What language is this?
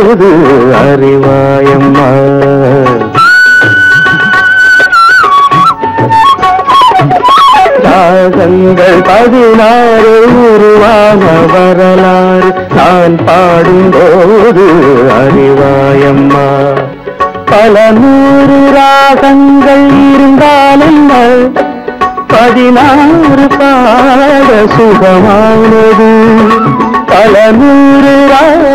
Tamil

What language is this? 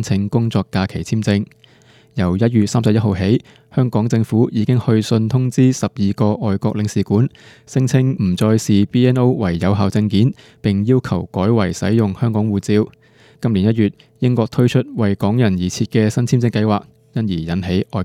Cantonese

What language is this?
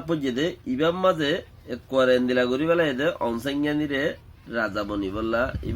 Rohingya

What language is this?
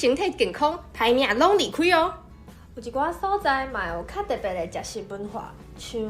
Min Nan Chinese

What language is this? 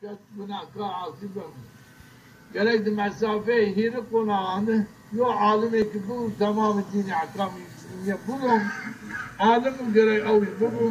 Zaza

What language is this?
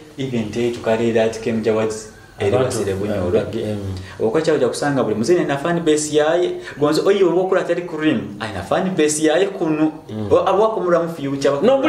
Nyoro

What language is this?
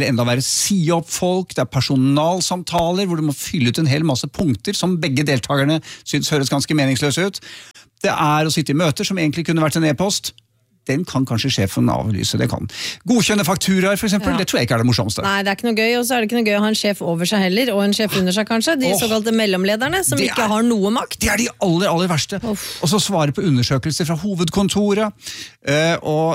Norwegian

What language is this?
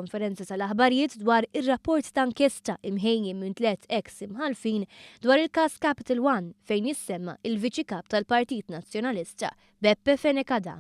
Maltese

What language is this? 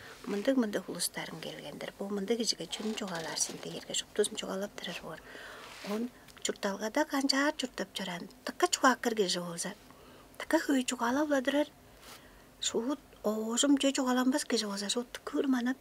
Tuvinian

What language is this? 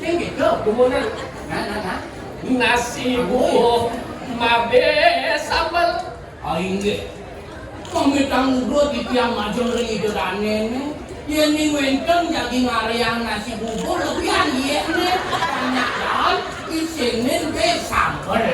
Balinese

